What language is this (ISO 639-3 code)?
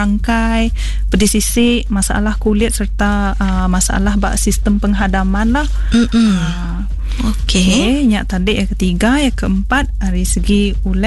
iba